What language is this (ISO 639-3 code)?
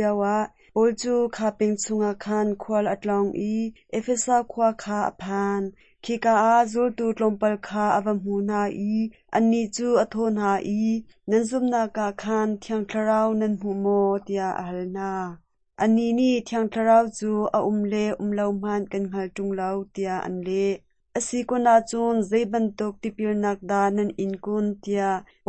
cnh